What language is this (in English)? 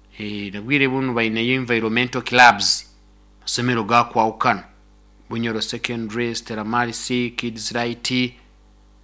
Nyoro